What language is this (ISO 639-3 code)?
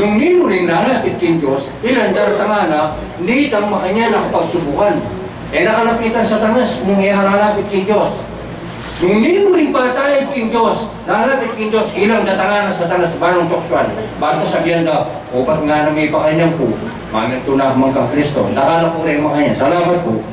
pam